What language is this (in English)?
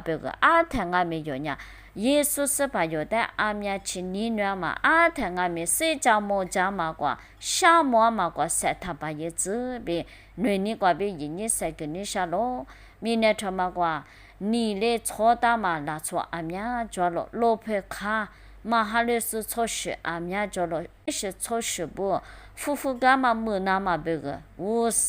Lisu